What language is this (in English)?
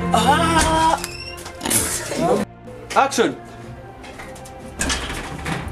Kinyarwanda